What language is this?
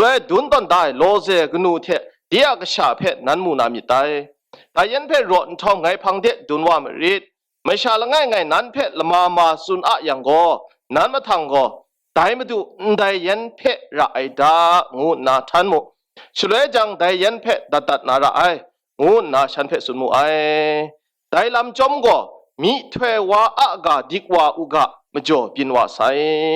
Kachin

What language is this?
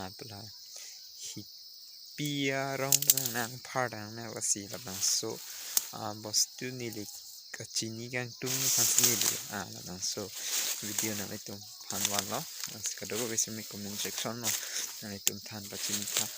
Karbi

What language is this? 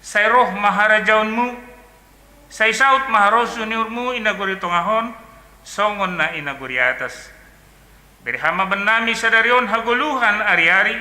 Batak Simalungun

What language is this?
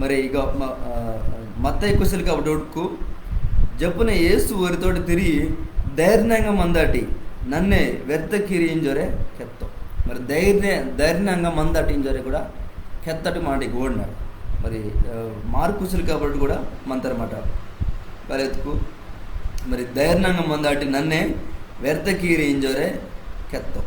Koya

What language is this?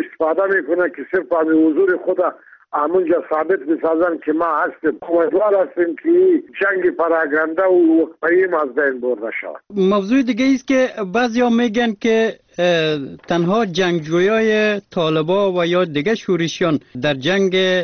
Persian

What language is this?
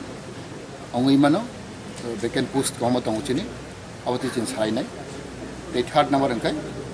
Kok Borok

